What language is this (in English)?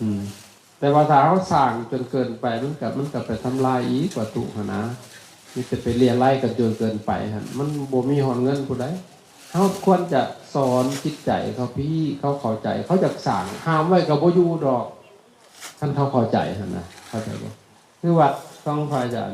Lao